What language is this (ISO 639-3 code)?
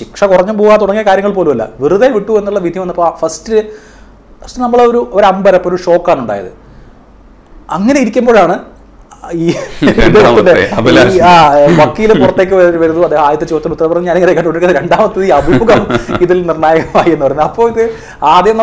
mal